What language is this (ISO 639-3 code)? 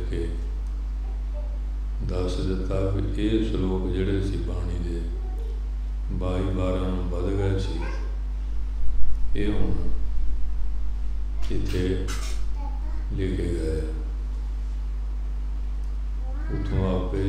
pan